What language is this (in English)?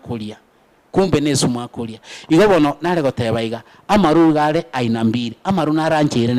Gusii